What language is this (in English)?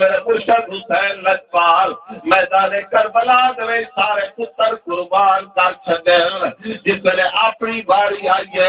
Saraiki